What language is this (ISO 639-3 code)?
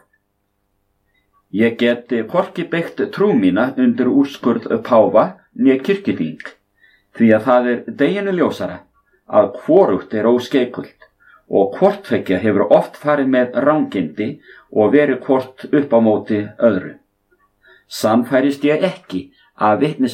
isl